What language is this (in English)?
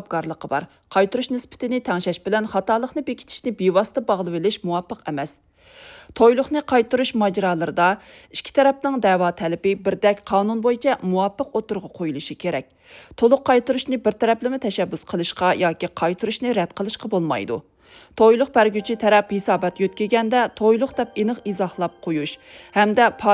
Uyghur